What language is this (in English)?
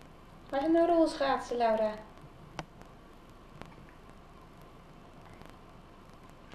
Dutch